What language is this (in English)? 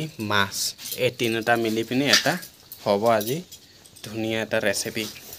Assamese